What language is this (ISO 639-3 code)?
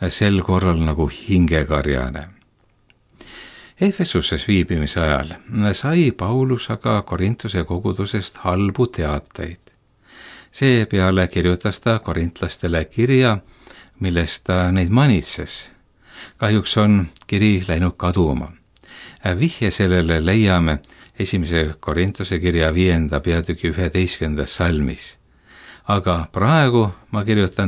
est